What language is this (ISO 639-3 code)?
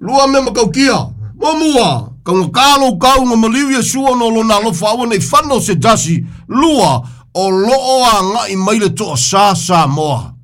smo